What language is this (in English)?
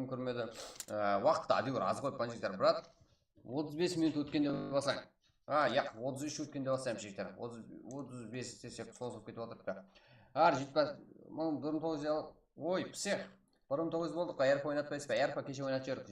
Kara-Kalpak